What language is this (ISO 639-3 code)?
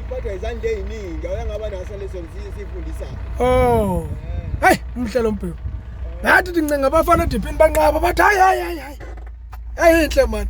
zul